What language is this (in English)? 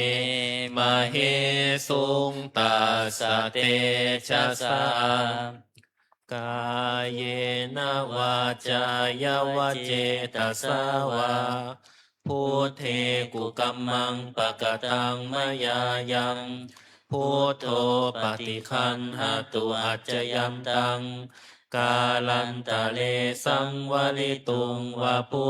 Pali